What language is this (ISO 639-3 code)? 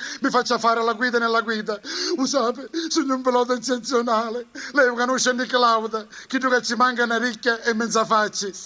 nap